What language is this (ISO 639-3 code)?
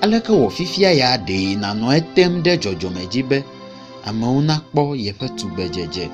ewe